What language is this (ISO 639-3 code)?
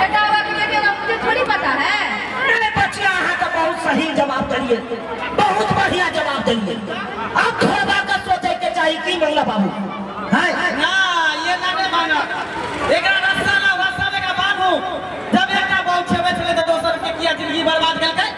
mai